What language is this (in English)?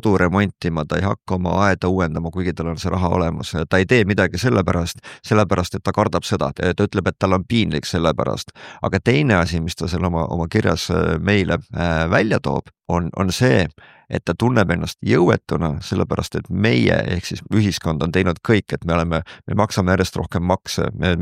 Estonian